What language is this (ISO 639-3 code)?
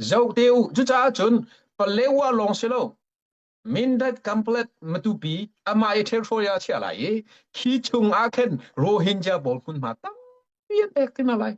cnh